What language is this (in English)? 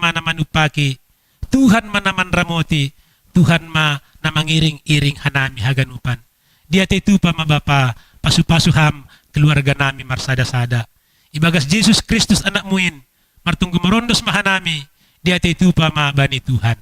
Batak Simalungun